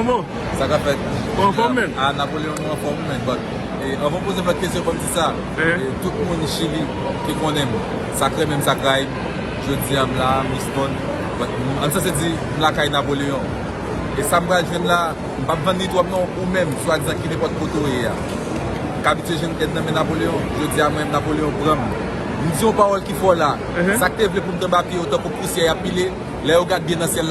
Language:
Haitian Creole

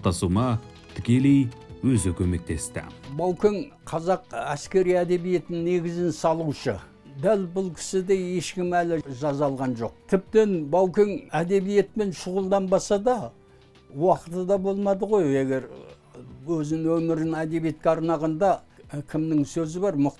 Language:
Kazakh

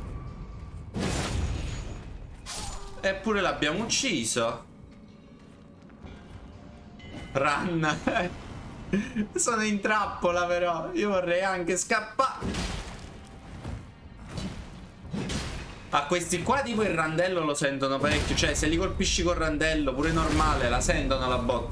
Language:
Italian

